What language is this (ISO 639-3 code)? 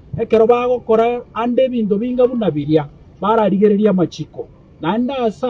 guz